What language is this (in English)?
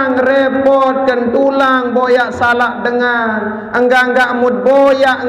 Sasak